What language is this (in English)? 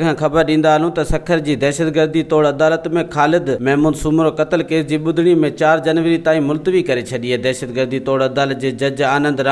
Sindhi